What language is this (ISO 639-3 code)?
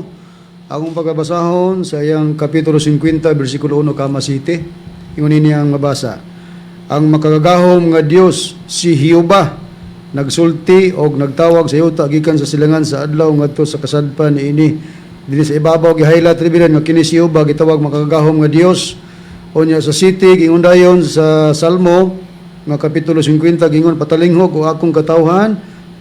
ceb